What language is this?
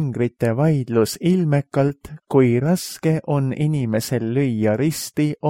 Estonian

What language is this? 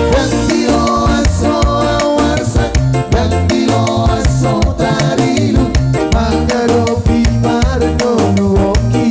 Batak Toba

